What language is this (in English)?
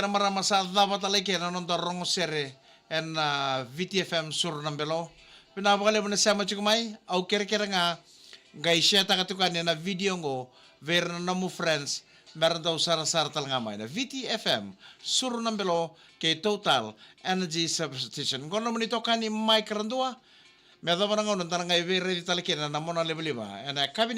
Fijian